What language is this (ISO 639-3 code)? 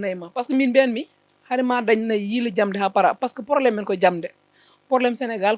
ful